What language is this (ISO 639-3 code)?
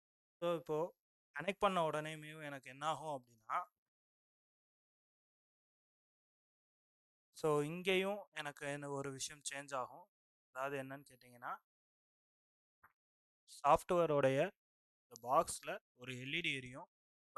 tam